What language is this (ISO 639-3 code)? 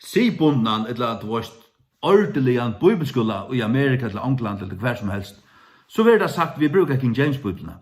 fao